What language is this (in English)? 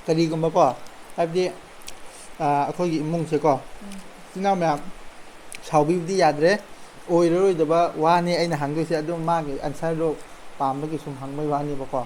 Manipuri